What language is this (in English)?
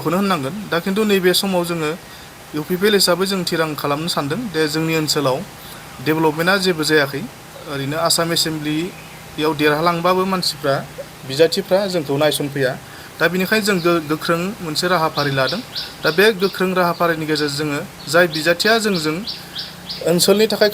Bodo